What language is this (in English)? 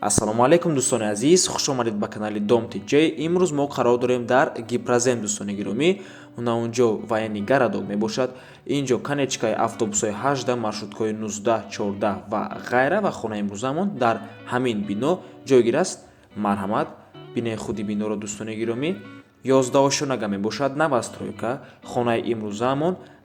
Tajik